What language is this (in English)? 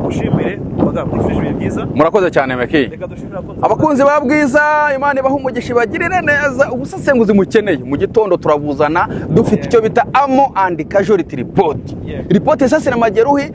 Kinyarwanda